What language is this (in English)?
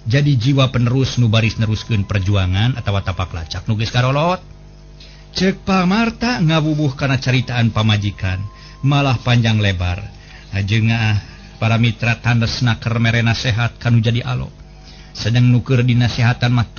Sundanese